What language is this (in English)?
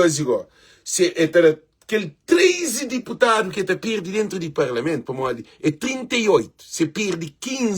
Kabuverdianu